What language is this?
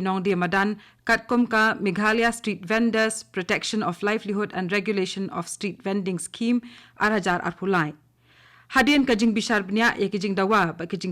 Khasi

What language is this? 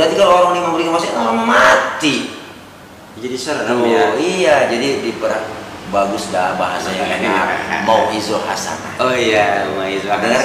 Betawi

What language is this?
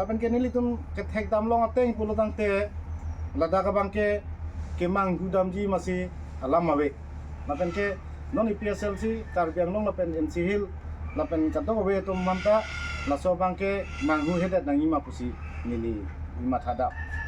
Karbi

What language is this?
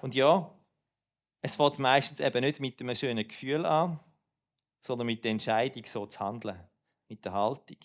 Swiss German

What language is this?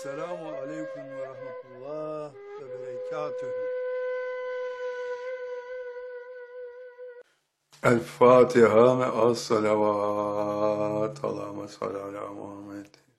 Turkish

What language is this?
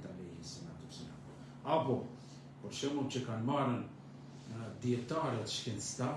Albanian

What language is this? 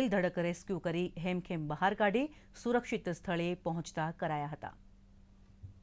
Gujarati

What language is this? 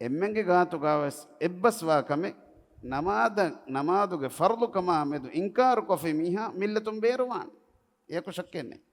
Divehi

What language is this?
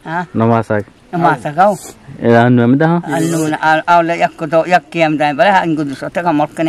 Eastern Balochi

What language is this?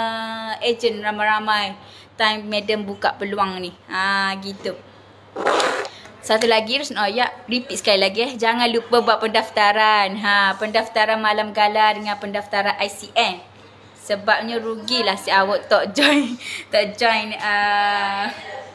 Malay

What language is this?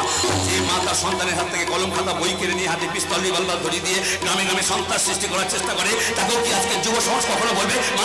Bangla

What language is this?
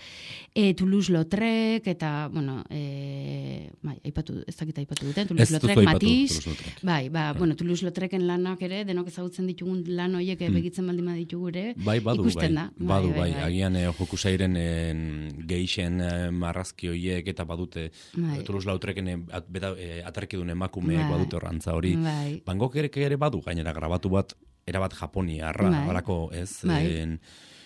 Basque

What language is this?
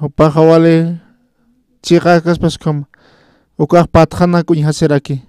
Aymara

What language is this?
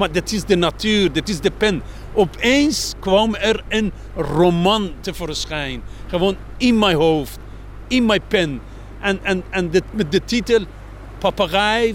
Dutch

